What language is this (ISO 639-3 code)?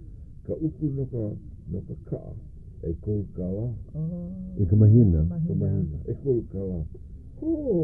haw